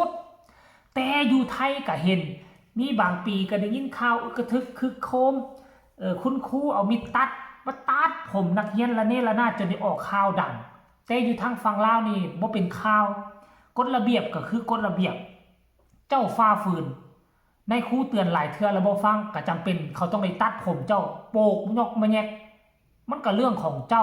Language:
Lao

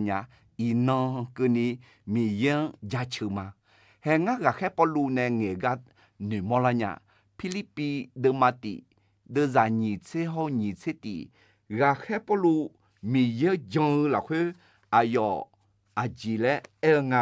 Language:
Akha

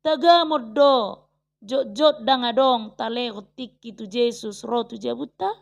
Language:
Batak Toba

